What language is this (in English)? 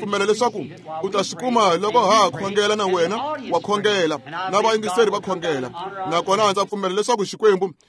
Tsonga